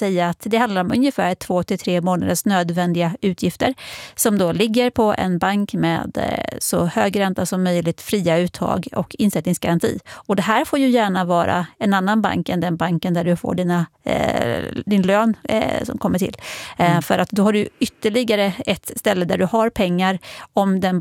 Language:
Swedish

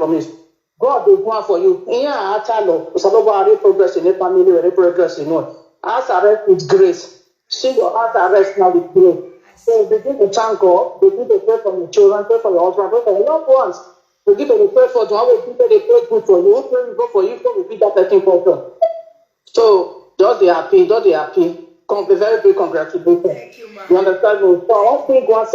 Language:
Nigerian Pidgin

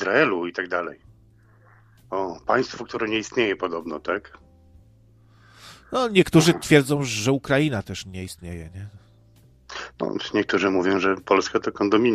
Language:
Polish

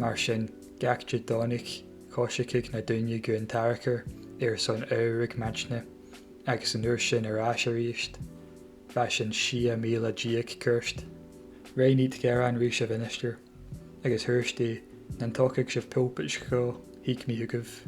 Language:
Scottish Gaelic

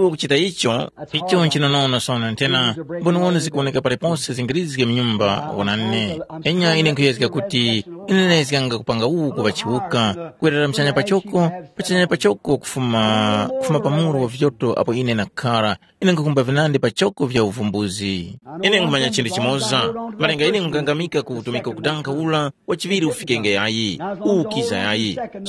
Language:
Tumbuka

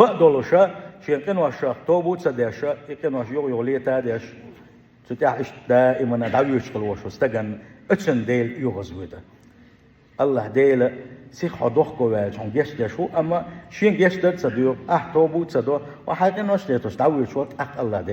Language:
Chechen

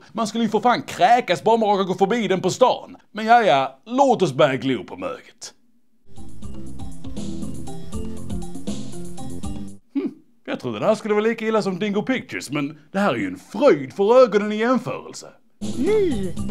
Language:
Swedish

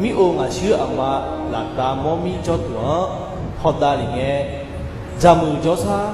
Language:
Akha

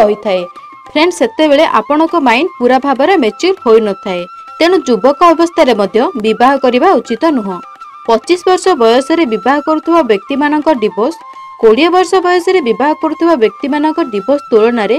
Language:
Odia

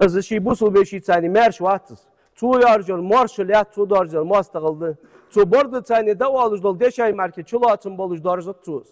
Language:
Ingush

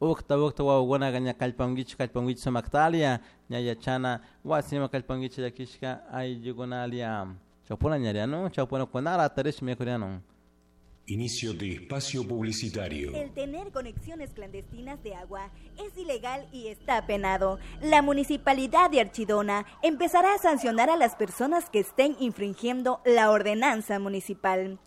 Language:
Chimborazo Highland Quichua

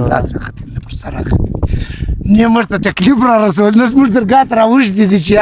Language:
Pashto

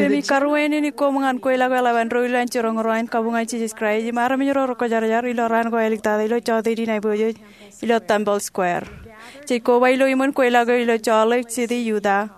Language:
Marshallese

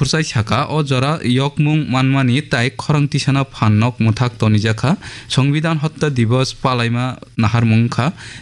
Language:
Kok Borok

